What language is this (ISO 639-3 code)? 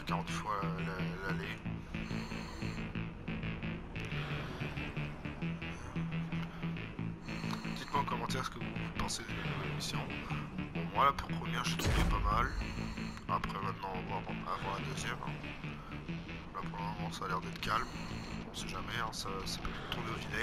fra